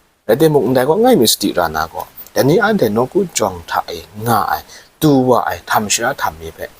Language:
Kachin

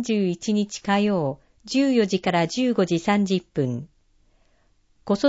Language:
Japanese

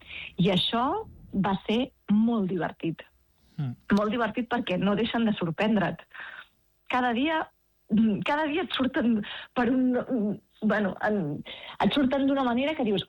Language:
Catalan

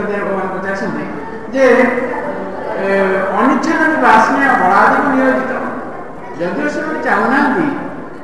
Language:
Odia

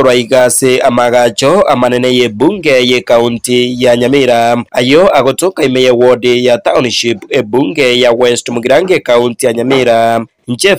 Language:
Gusii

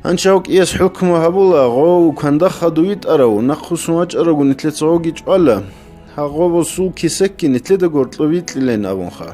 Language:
Avaric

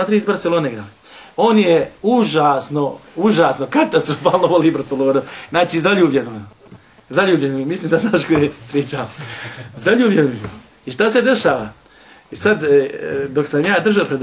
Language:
Bosnian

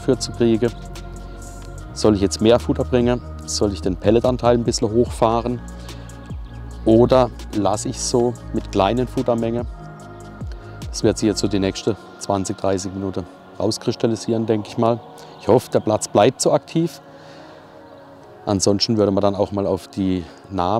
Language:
German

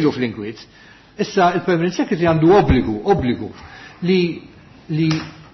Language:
Maltese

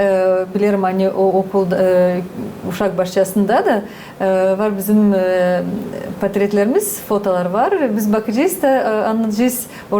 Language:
Gagauz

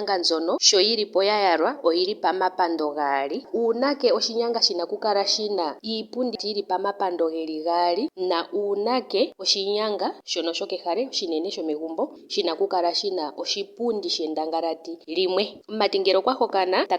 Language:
Ndonga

